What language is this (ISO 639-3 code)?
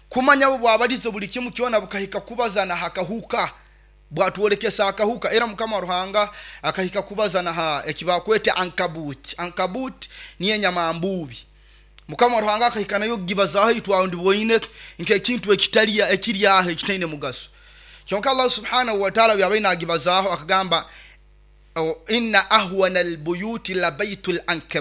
nyo